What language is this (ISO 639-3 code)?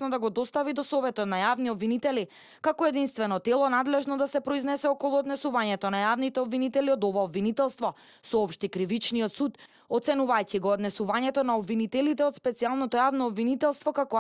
mkd